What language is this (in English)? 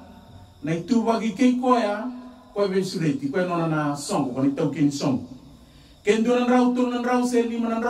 Fijian